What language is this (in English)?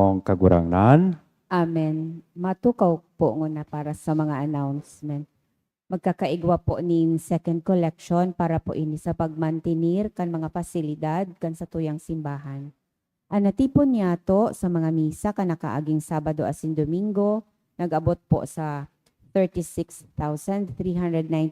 Bikol